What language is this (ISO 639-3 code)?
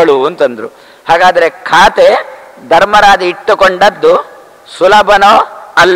kan